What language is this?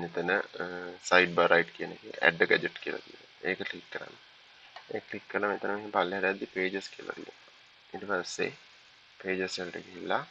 Sinhala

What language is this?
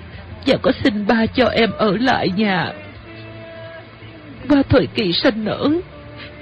Vietnamese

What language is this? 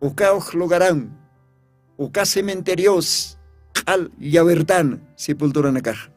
Aymara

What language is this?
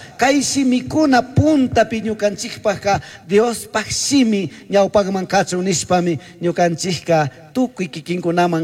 Chimborazo Highland Quichua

